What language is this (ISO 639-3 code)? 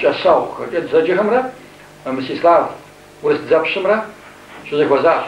kbd